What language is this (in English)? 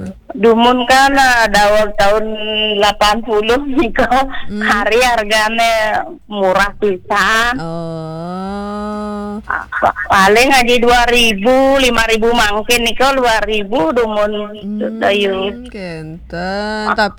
Balinese